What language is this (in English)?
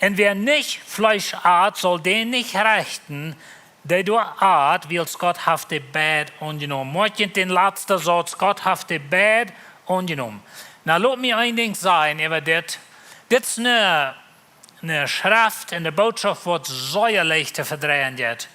Plautdietsch